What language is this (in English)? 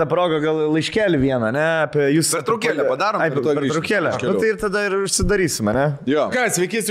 Lithuanian